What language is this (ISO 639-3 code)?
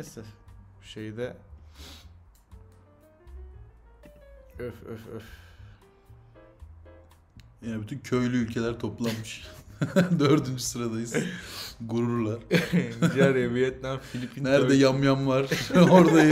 tur